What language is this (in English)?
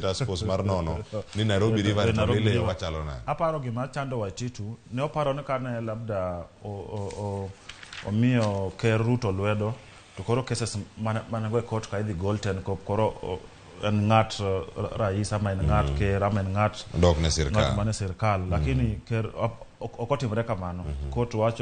Luo (Kenya and Tanzania)